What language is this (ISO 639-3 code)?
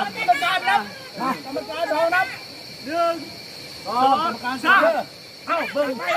lao